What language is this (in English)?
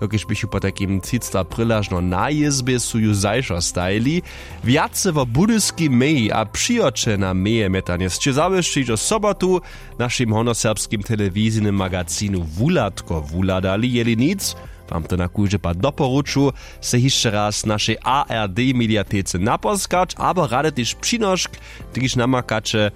Upper Sorbian